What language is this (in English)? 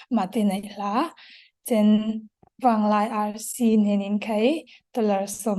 Falam Chin